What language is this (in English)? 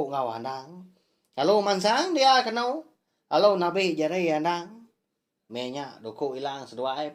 Iban